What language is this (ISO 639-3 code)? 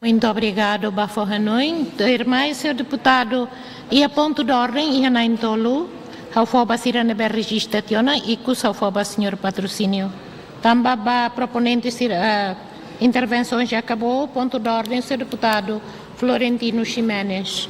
tet